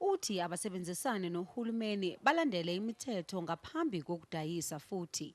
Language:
Zulu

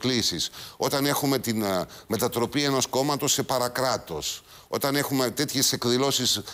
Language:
Greek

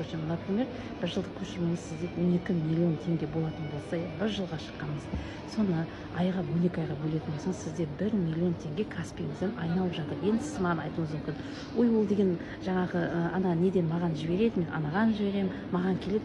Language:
Kazakh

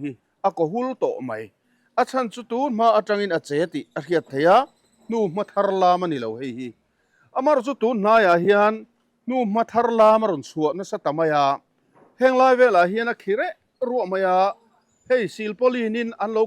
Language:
Mizo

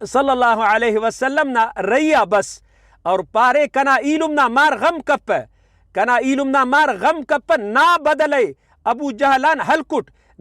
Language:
Brahui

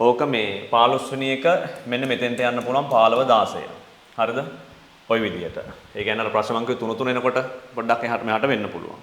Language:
Sinhala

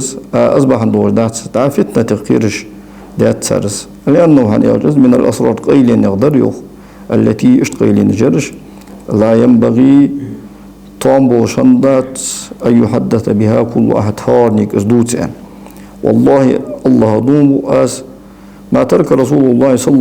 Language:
Ingush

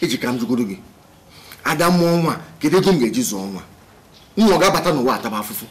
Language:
Igbo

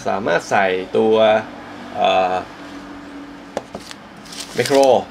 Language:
Thai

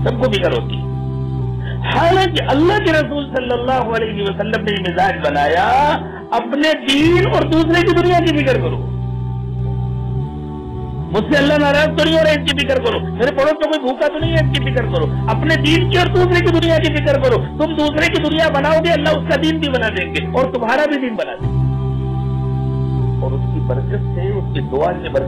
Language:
Urdu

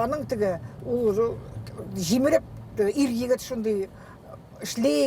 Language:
Bashkir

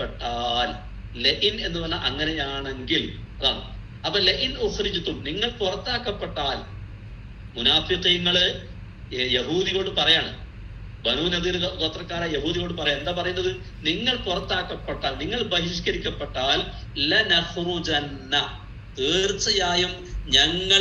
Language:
Malayalam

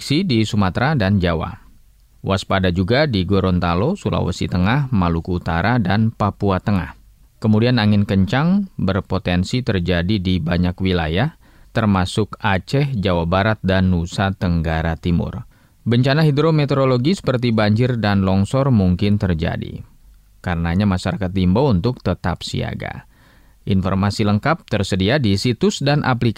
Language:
Indonesian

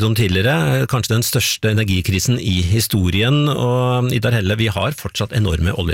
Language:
Norwegian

